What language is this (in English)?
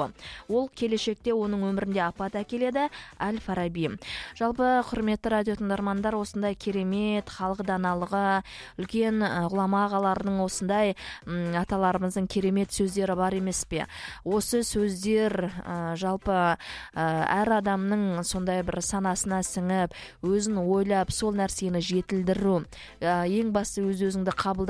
Kazakh